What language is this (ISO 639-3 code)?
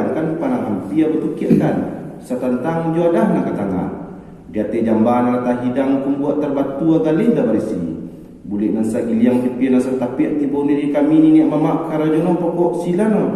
min